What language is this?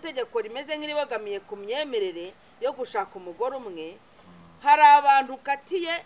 Kinyarwanda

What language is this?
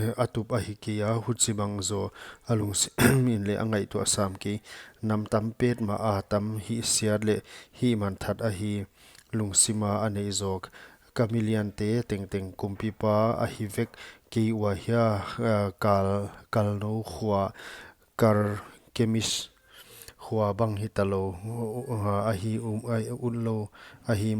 Paite Chin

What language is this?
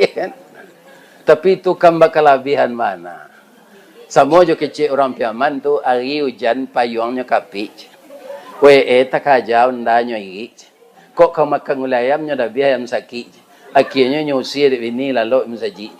Minangkabau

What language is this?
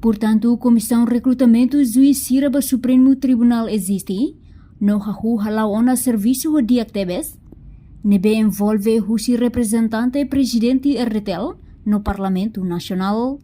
Tetum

